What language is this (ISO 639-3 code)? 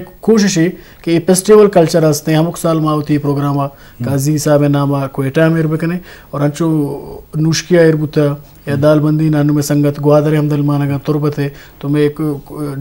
bgp